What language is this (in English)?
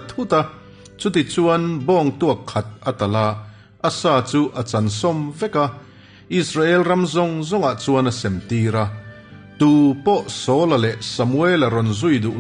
Mizo